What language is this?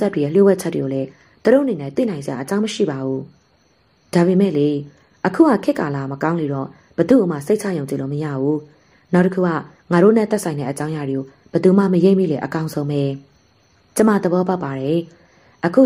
Burmese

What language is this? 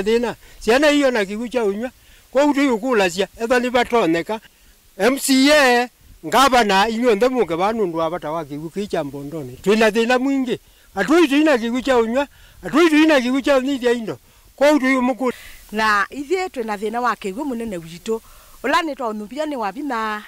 Kamba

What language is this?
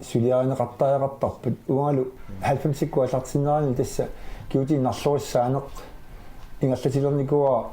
Kalaallisut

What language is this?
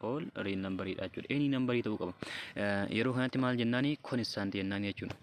Oromo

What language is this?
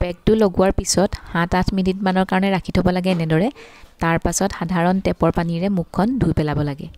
Assamese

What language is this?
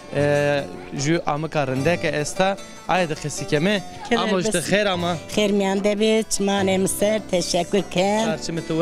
Zaza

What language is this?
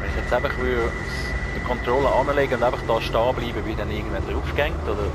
Swiss German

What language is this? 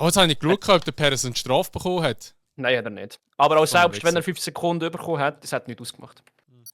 Swiss German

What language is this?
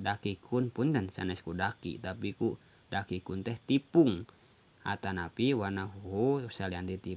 Sundanese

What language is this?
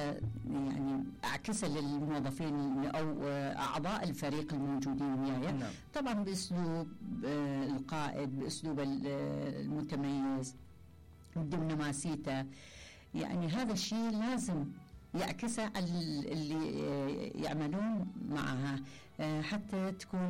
Mesopotamian Arabic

